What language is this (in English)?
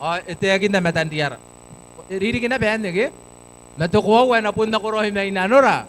Gilbertese